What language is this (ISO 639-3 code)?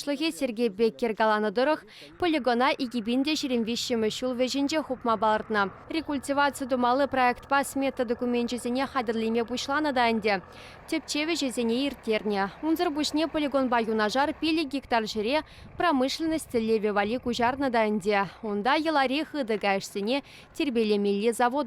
chv